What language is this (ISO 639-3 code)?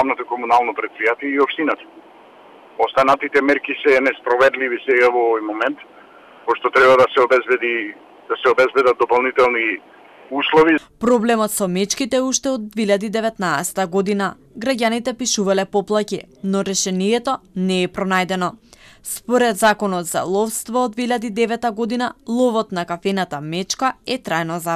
mkd